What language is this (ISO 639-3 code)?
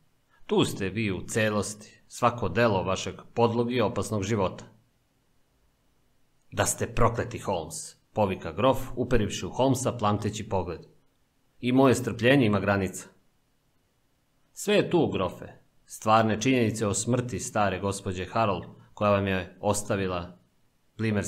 srp